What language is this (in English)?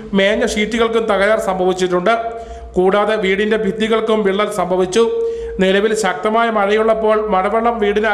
Malayalam